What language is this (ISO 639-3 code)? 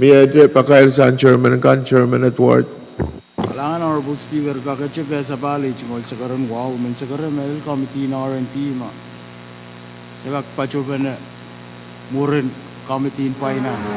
pon